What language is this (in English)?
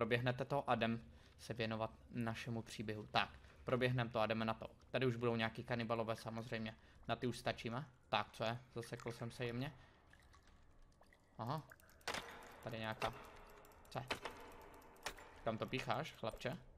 Czech